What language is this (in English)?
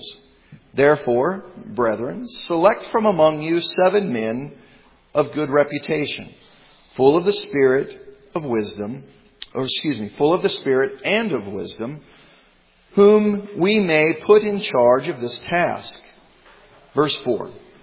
English